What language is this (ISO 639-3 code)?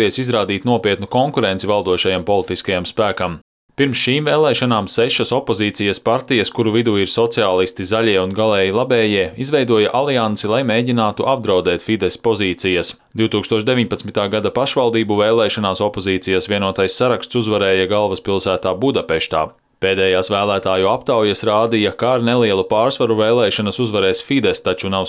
lav